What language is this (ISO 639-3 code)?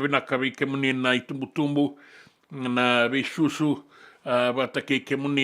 fij